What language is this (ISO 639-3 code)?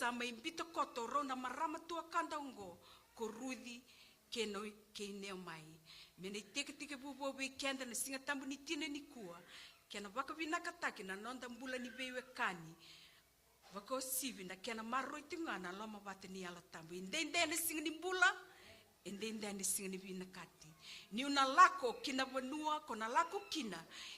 fij